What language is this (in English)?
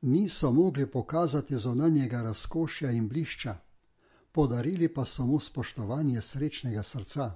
Slovenian